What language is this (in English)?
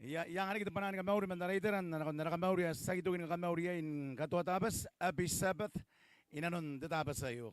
Gilbertese